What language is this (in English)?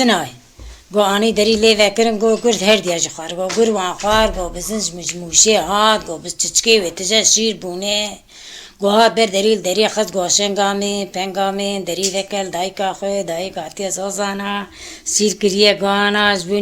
Kurdish